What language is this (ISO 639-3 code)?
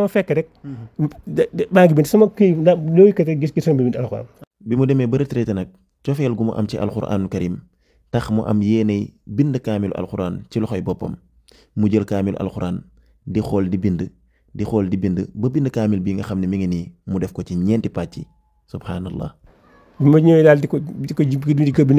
wol